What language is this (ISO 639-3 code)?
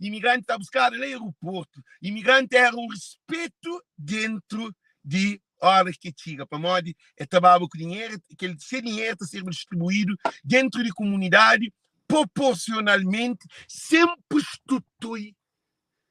kea